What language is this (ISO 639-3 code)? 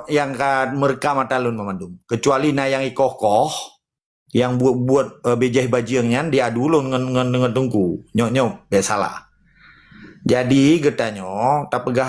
ace